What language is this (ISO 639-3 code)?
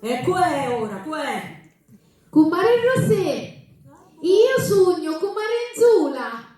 scn